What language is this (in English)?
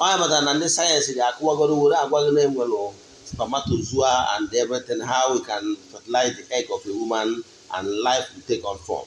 Igbo